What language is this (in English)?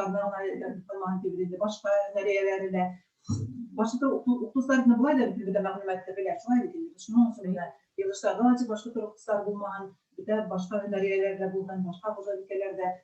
Bashkir